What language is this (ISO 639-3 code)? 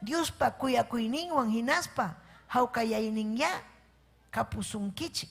quy